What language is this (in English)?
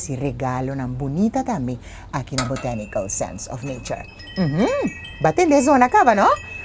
Papiamento